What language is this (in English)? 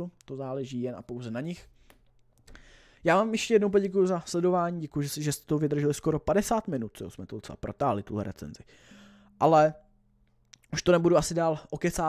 Czech